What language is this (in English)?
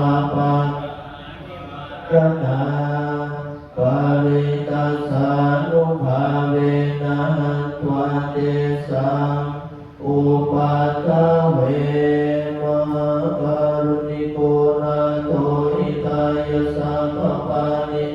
Pali